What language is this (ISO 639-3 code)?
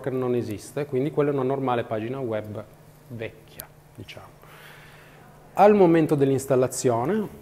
ita